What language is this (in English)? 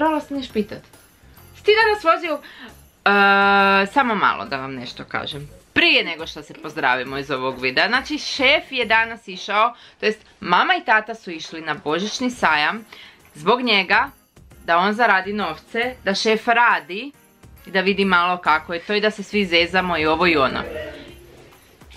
Croatian